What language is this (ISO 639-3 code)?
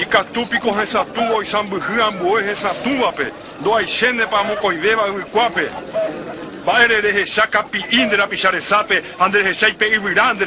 grn